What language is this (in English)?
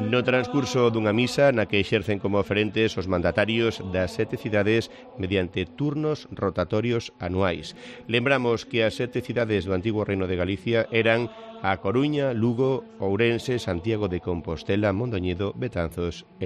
Galician